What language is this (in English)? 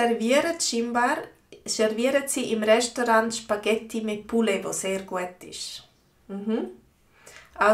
Swiss German